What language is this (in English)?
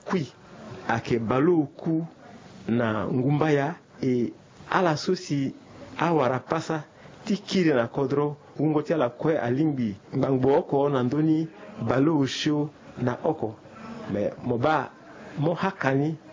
Sango